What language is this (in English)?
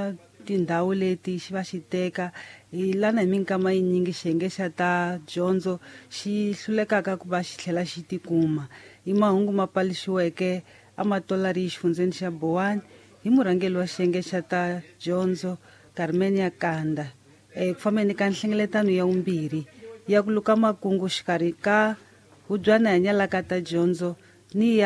Tsonga